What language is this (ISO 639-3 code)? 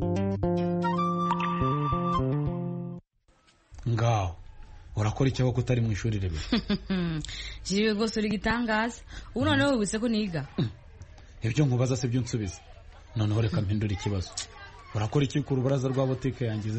kin